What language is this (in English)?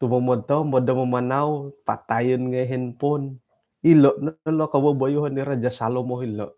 Central Dusun